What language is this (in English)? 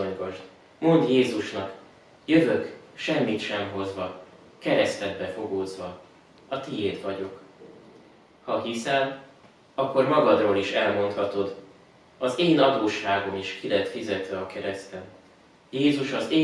Hungarian